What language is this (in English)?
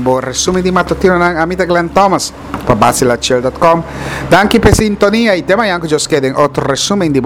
Papiamento